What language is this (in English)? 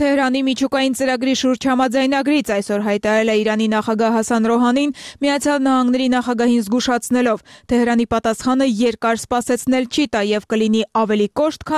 Armenian